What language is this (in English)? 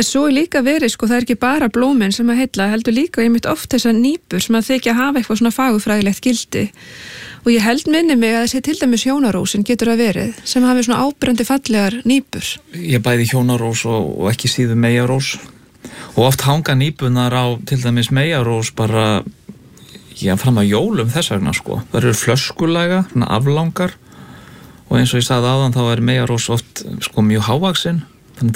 Icelandic